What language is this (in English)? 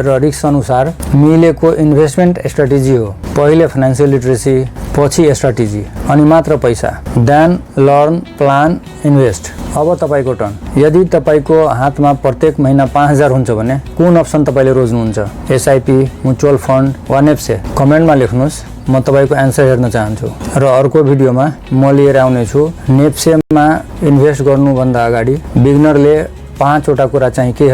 Nepali